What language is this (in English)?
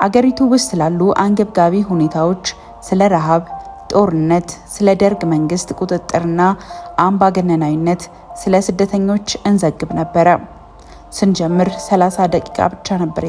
Amharic